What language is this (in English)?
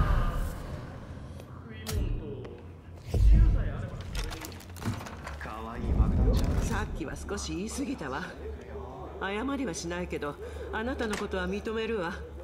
Japanese